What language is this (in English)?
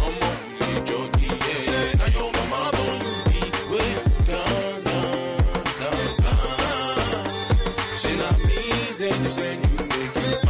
Nigerian Pidgin